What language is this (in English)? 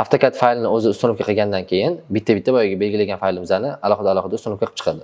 Uzbek